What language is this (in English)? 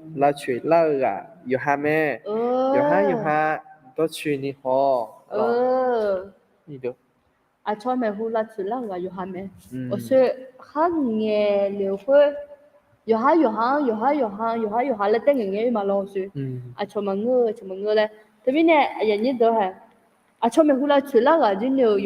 Akha